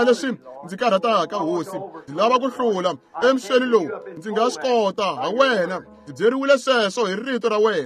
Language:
Tsonga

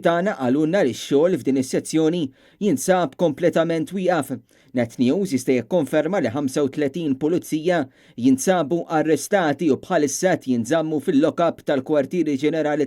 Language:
Maltese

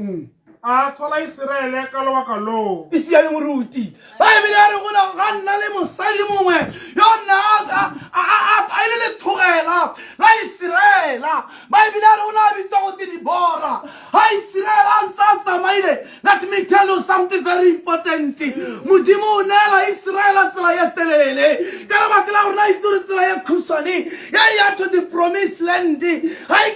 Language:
Tswana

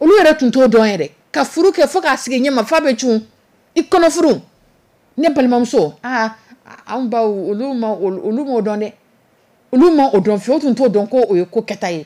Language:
Dyula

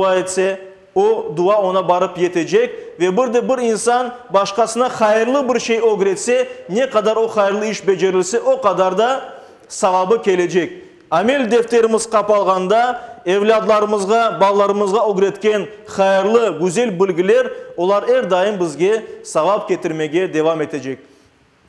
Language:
Crimean Tatar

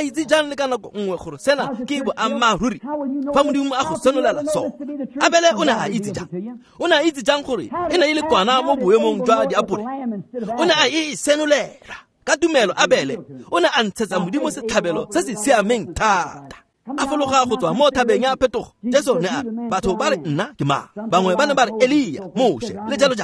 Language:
Tswana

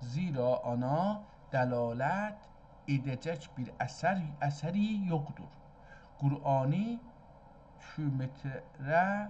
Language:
South Azerbaijani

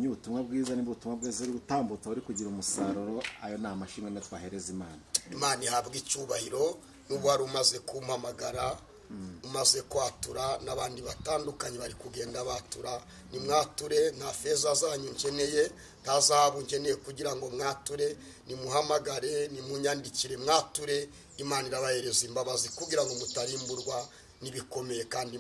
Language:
Kinyarwanda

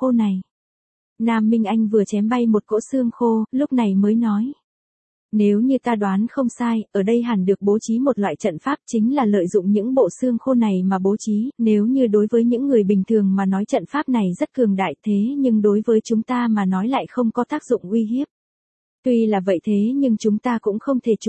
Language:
Vietnamese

